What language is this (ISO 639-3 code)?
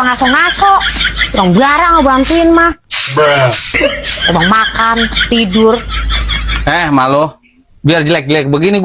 bew